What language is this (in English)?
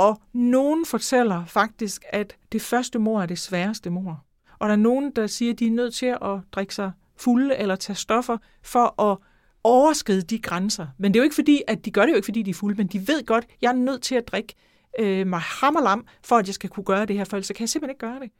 Danish